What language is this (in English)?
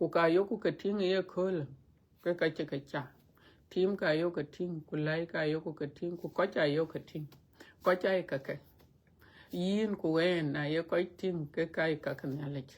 Dinka